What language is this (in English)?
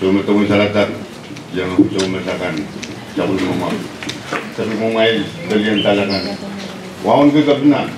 Pohnpeian